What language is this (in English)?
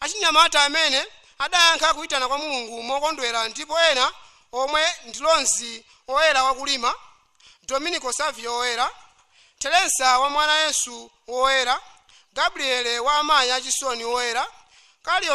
Nyanja